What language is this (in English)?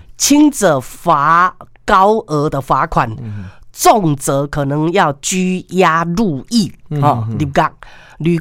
Min Nan Chinese